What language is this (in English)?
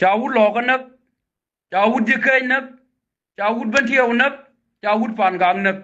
Nuer